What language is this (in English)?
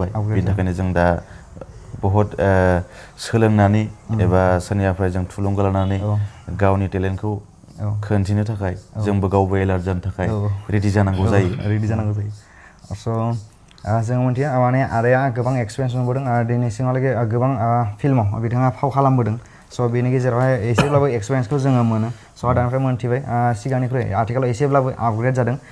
Bodo